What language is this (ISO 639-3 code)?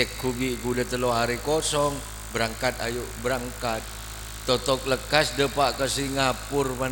mad